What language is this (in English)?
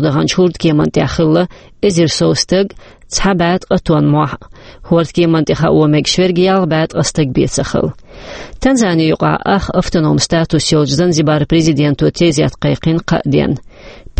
Chechen